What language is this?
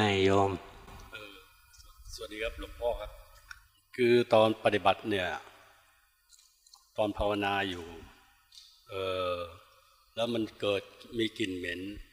Thai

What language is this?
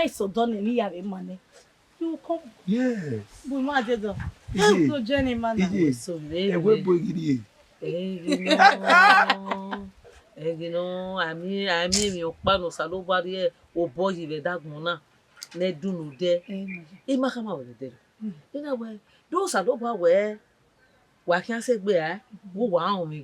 Bini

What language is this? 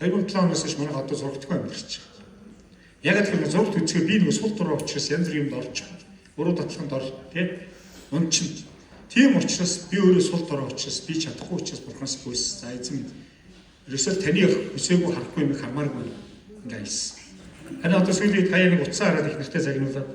Mongolian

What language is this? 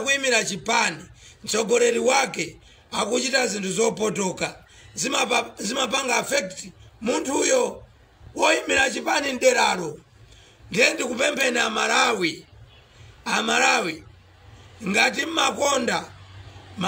Nyanja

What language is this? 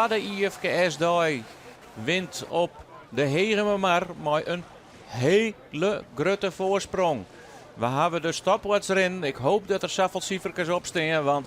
Western Frisian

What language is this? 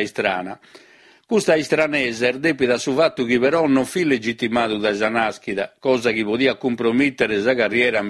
Sardinian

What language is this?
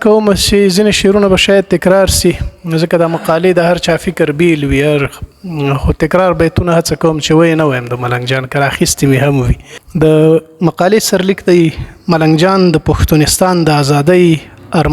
Pashto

